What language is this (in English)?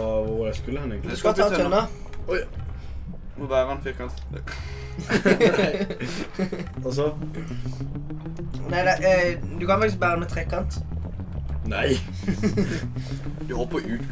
Norwegian